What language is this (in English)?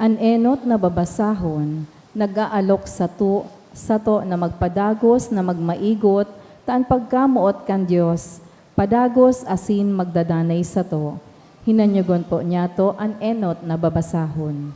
Bikol